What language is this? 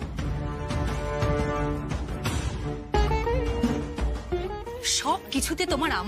Bangla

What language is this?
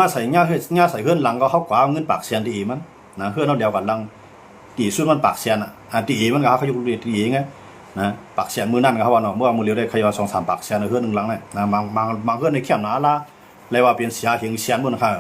Shan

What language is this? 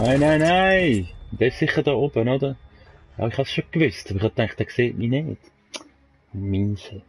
Swiss German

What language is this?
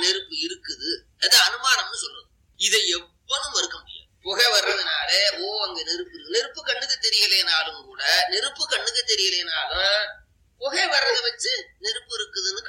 Tamil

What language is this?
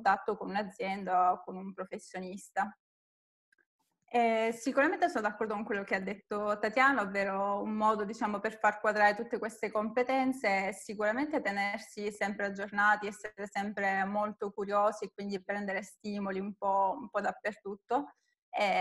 Italian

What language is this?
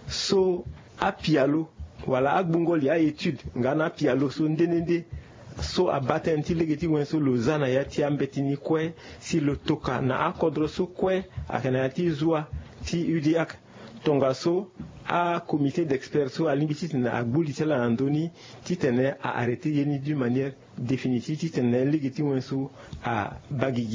Sango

